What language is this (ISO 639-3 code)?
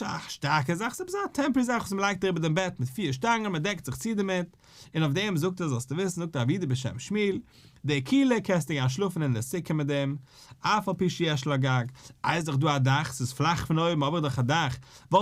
yid